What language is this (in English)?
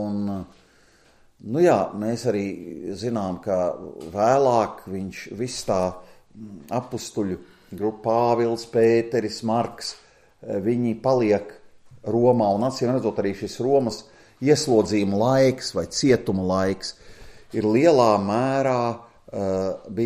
Latvian